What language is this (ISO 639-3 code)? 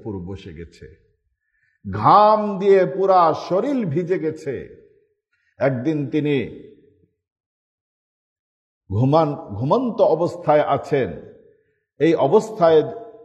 ben